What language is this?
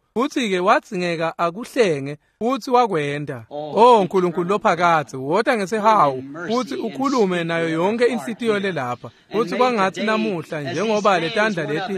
Swati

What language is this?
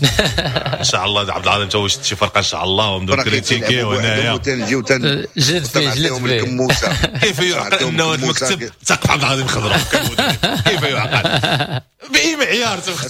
Moroccan Arabic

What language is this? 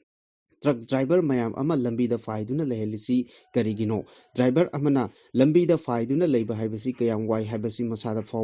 Manipuri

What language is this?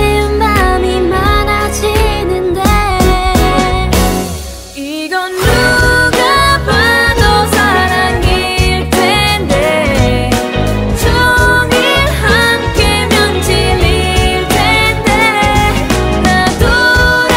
Korean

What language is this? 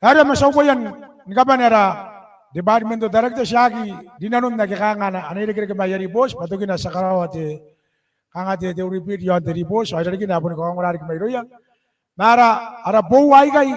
Gilbertese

